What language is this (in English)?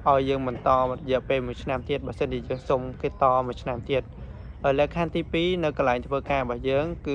Khmer